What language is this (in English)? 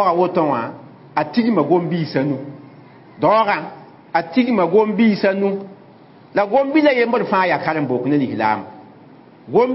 Mossi